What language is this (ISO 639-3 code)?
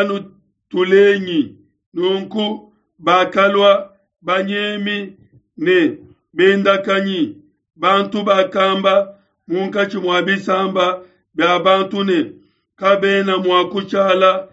lua